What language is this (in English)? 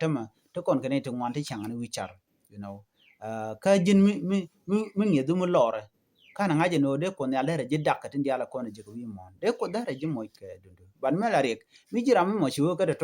Nuer